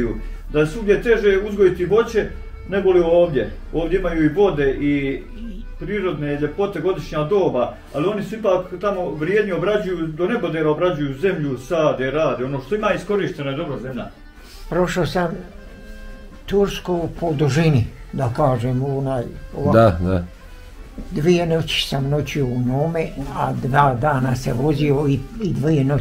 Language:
Bosnian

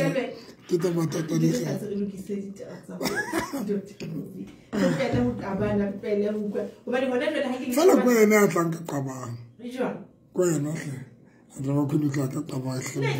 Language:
Southern Sotho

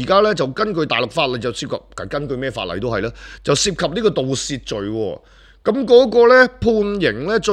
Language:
Cantonese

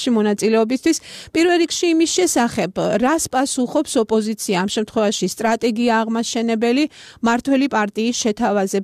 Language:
Georgian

